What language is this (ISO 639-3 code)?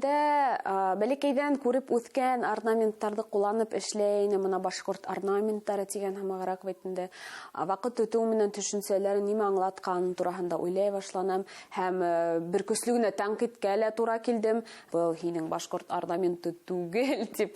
bak